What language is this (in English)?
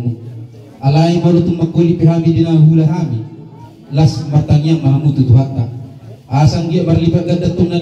Batak Toba